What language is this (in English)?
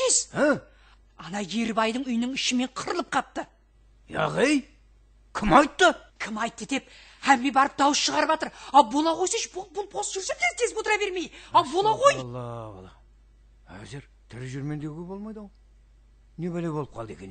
Kara-Kalpak